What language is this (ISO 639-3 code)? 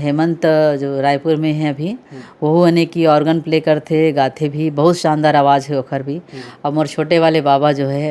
hne